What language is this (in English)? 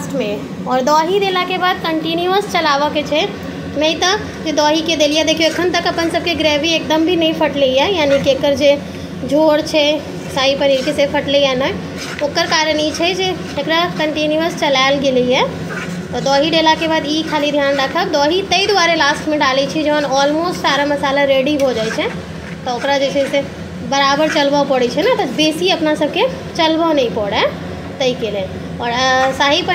Maithili